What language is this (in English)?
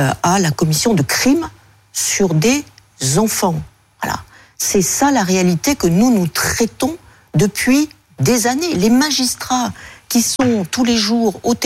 French